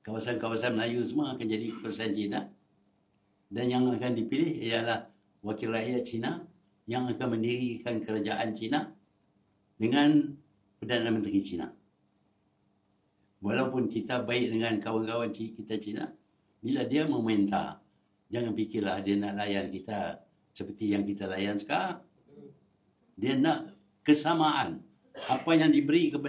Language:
Malay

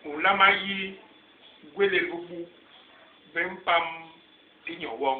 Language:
Basaa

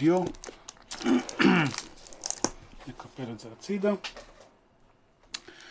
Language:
Hebrew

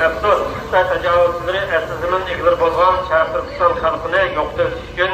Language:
Uyghur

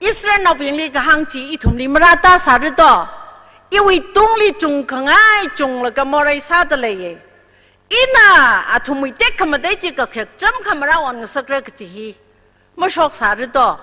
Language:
Tangkhul Naga (India)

